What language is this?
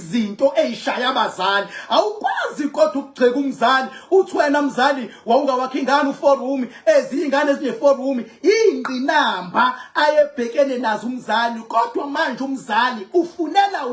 Zulu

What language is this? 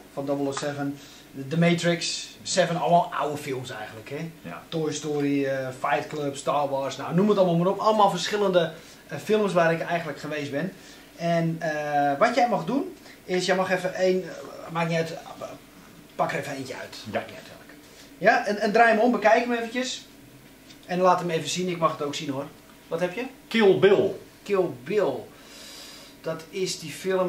Dutch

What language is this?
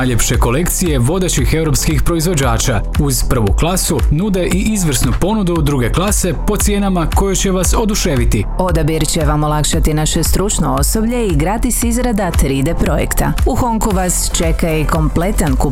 Croatian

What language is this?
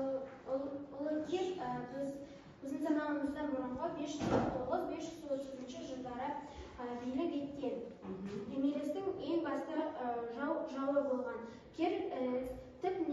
Kazakh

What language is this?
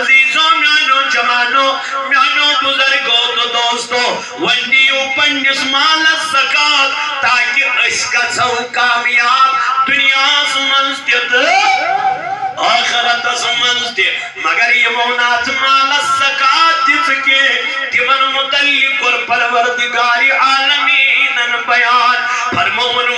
Kashmiri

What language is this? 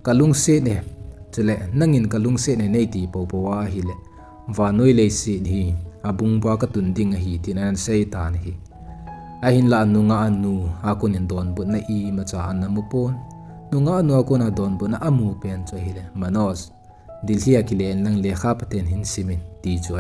Thado Chin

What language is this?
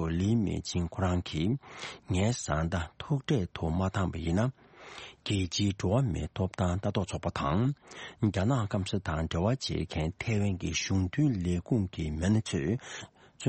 Tibetan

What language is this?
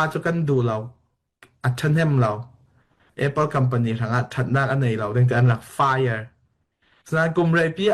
Falam Chin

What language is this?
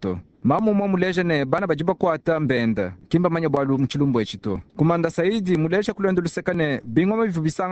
Luba-Lulua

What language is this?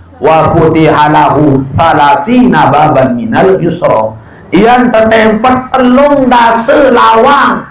Sasak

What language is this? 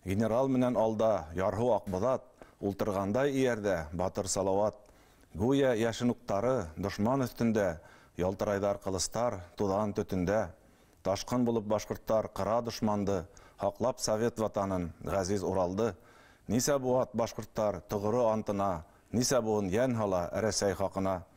Bashkir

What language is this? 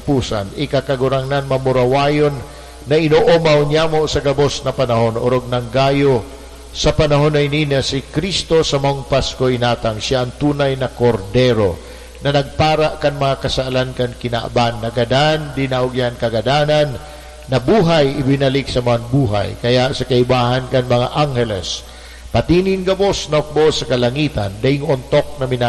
Bikol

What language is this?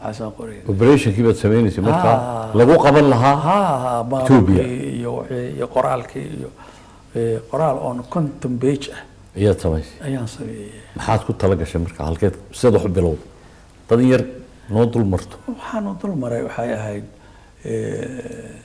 Somali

